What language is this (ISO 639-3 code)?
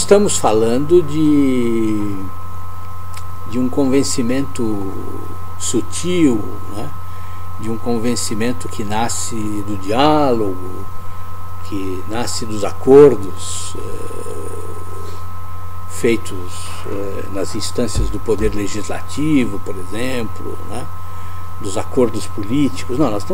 por